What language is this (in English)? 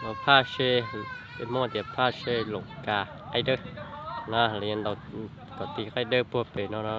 Hmong